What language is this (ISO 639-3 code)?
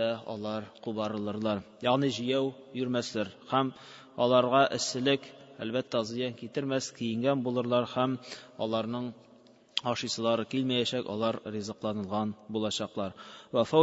tat